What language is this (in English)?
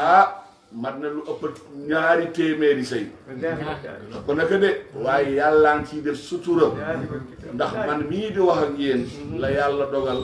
Wolof